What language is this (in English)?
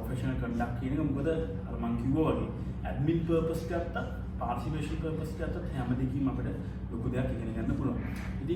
Sinhala